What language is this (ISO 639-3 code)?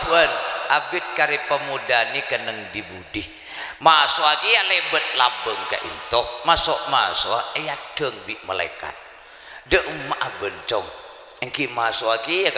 mad